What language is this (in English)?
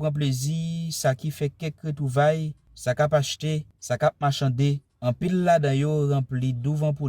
Haitian Creole